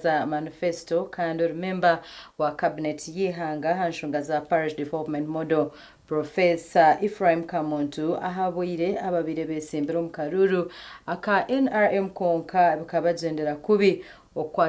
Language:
Nyankole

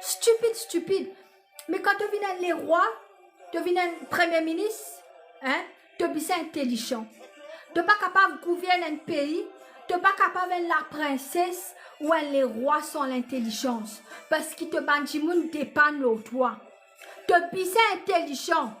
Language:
Morisyen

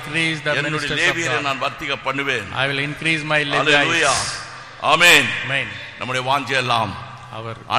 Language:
Tamil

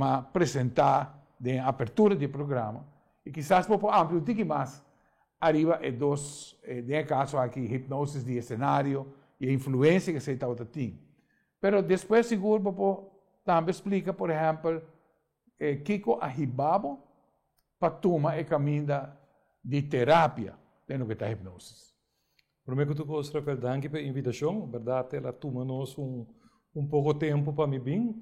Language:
Papiamento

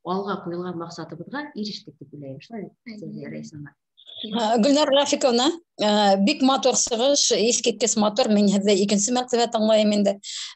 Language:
Bashkir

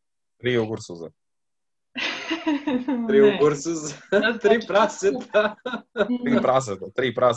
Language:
Serbian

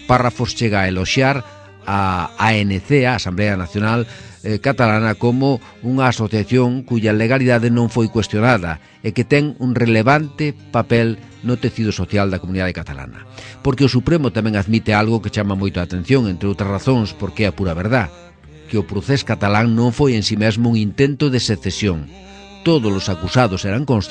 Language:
Galician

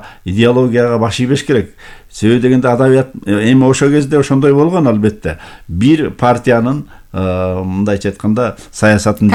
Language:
Kyrgyz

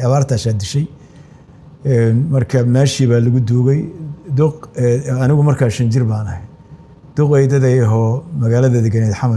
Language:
Somali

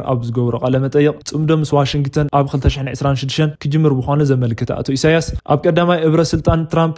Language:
Tigrinya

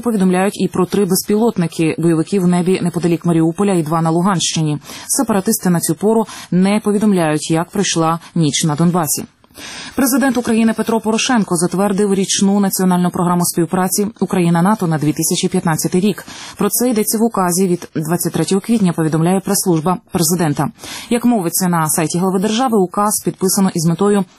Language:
Ukrainian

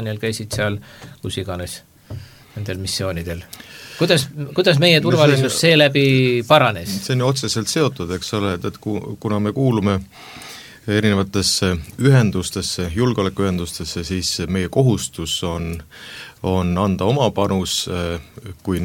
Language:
Estonian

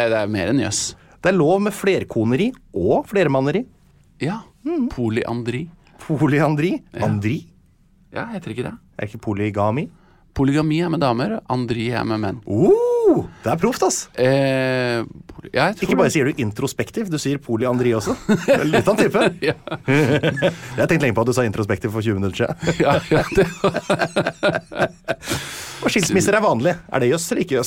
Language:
Norwegian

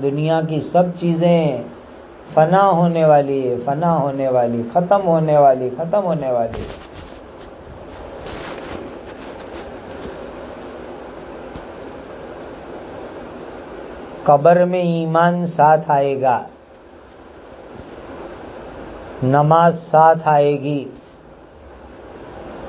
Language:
Urdu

